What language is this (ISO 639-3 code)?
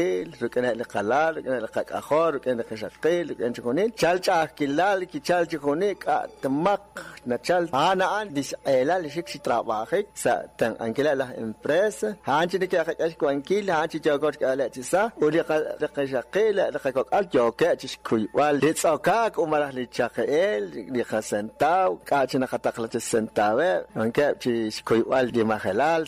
kek